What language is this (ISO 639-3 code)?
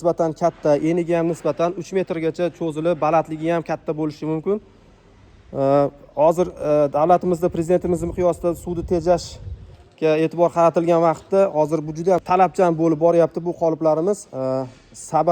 uzb